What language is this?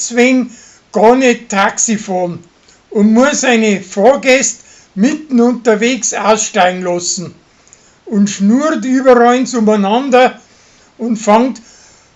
Bavarian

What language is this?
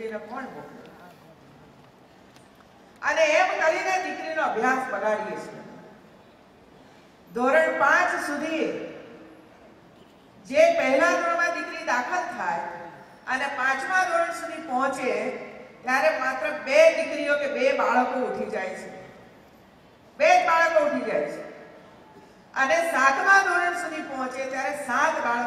Gujarati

